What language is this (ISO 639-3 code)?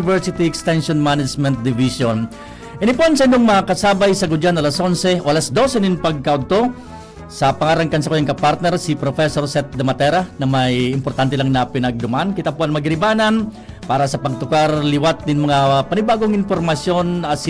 bik